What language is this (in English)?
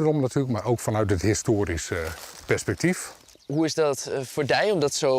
Western Frisian